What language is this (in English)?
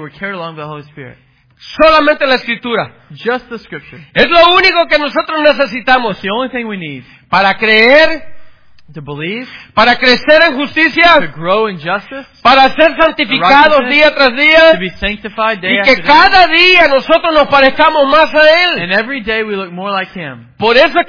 Spanish